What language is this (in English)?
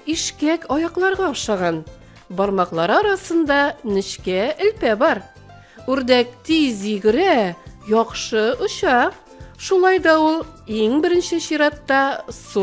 Tatar